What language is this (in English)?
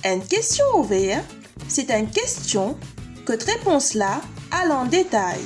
Morisyen